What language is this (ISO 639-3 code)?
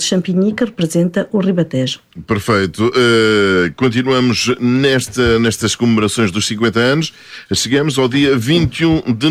por